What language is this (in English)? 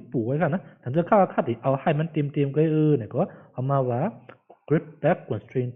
Shan